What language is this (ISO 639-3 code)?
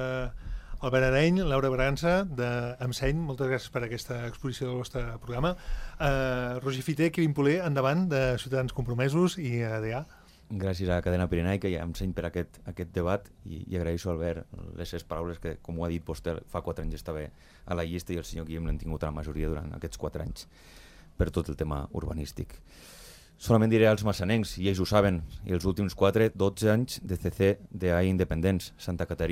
cat